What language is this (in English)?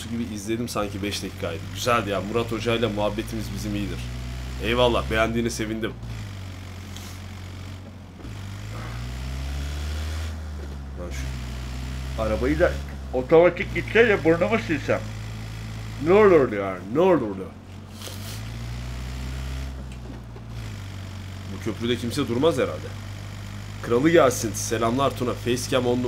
Turkish